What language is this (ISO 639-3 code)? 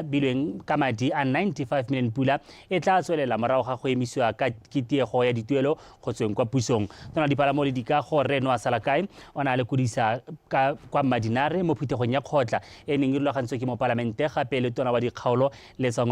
tsn